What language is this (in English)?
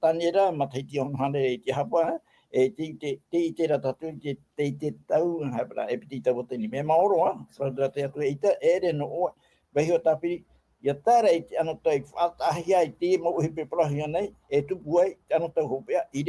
Tahitian